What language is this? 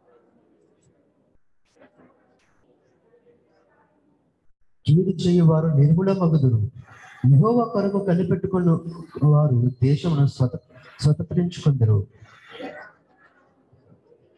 Telugu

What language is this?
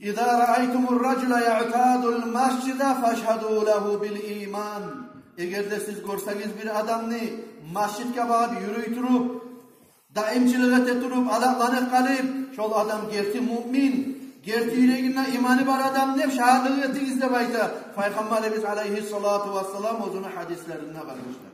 Kumyk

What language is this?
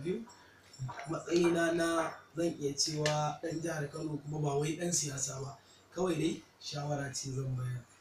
Hausa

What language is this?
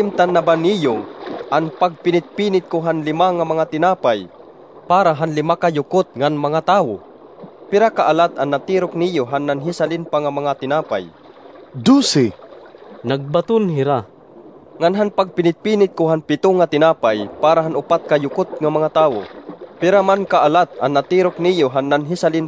Waray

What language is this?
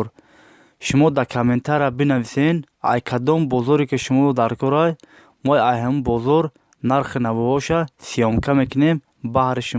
Tajik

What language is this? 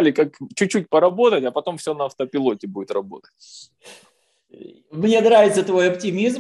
Russian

